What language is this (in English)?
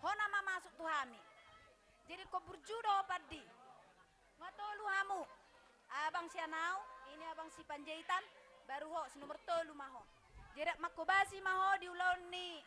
Batak Toba